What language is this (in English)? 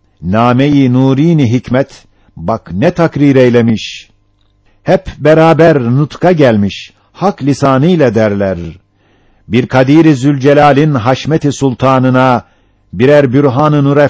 Turkish